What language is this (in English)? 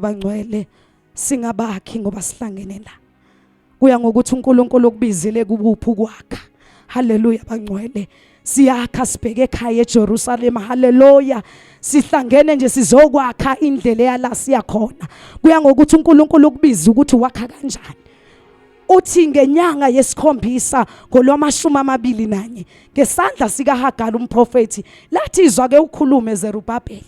Zulu